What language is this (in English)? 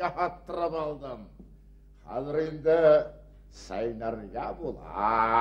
Bashkir